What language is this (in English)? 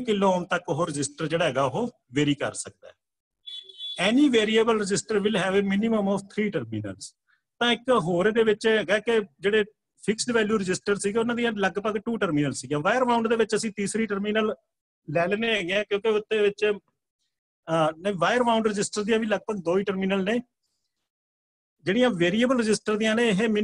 Punjabi